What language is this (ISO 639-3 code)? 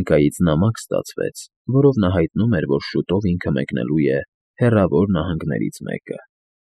hye